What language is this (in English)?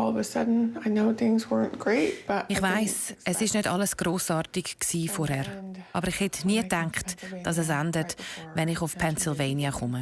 Swiss German